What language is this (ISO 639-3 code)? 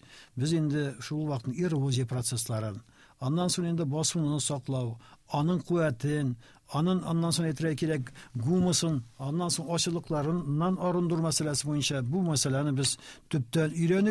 tat